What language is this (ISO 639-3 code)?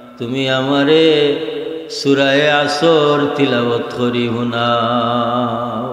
syl